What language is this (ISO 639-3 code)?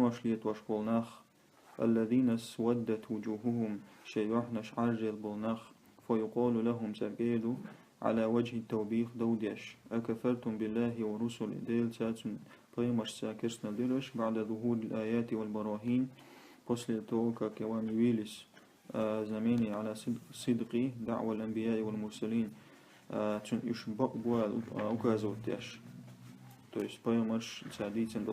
che